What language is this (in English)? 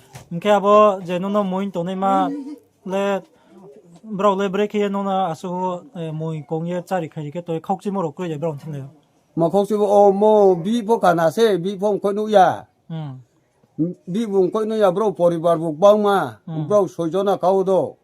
Riang (India)